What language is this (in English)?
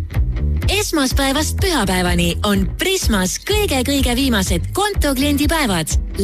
Estonian